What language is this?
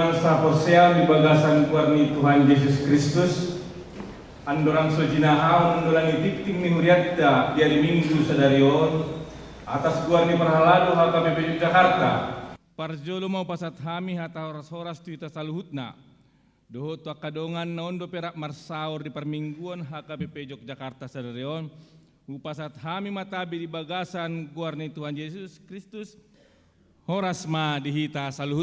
Batak Toba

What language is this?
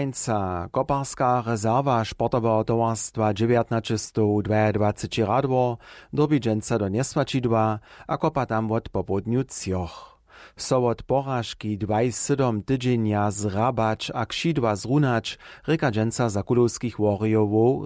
Upper Sorbian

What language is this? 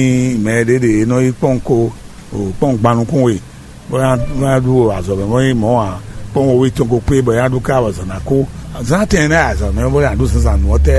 Fon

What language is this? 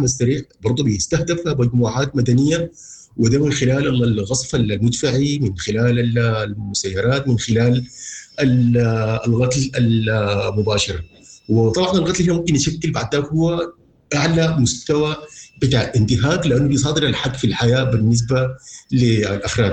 Sudanese Arabic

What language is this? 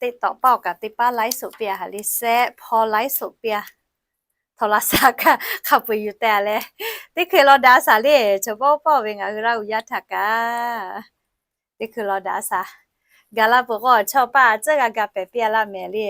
Lahu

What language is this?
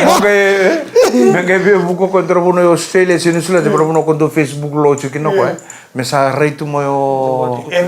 Fijian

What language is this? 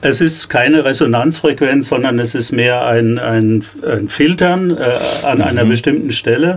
German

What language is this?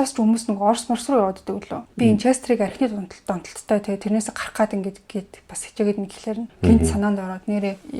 Mongolian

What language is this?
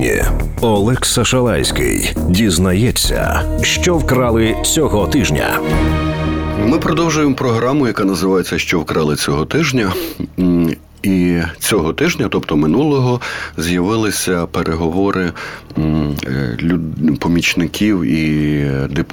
Ukrainian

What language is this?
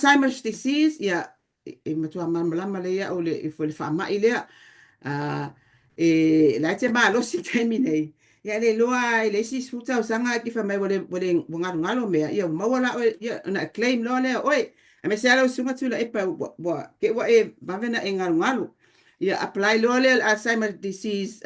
Samoan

